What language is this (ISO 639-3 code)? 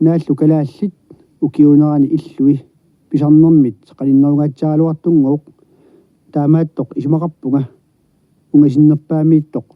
kal